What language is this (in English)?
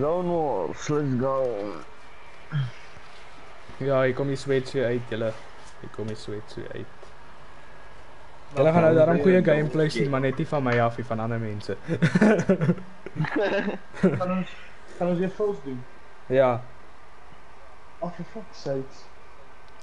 Afrikaans